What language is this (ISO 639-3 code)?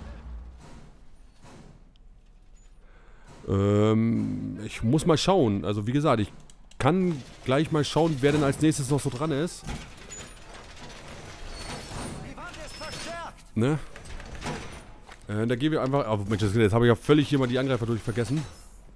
deu